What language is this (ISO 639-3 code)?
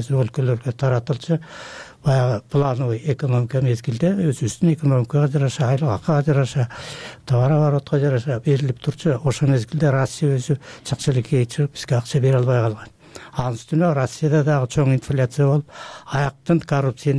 kir